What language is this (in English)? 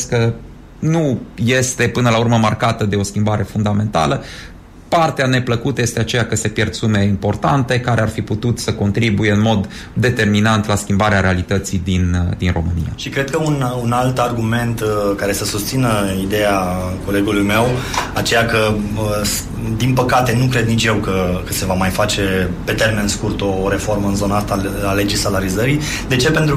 Romanian